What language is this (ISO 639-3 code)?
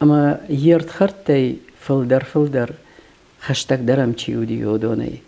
oss